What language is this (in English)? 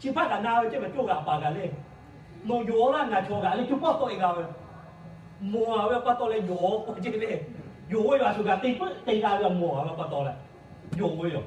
Lahu